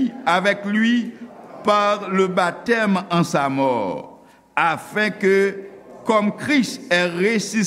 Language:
Haitian Creole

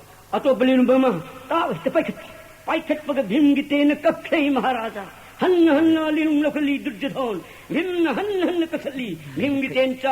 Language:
Manipuri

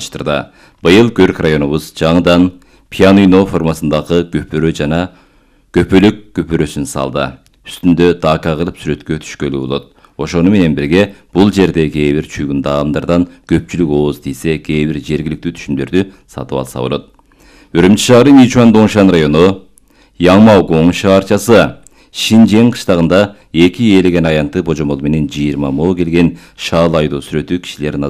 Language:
Kyrgyz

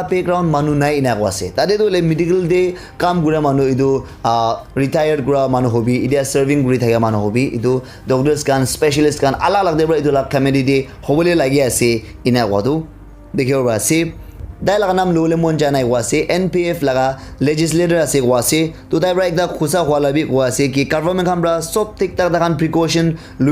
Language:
Naga Pidgin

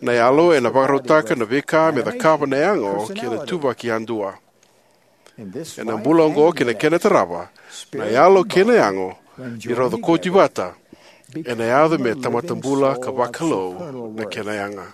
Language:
Fijian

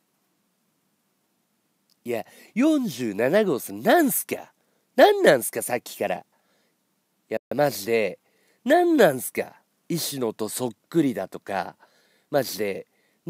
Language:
Japanese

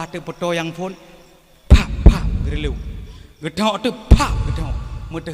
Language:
Achinese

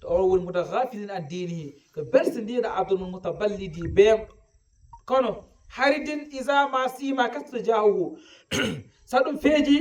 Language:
Fula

